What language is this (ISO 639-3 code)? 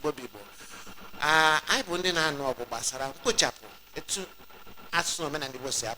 ibo